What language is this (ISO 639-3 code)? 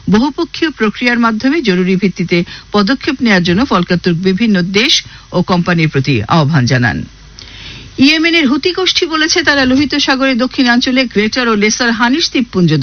ben